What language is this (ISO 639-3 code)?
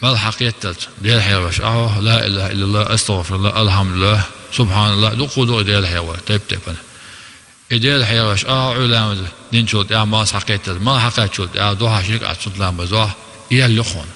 che